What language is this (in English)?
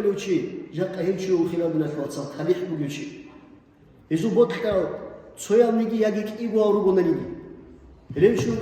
Avaric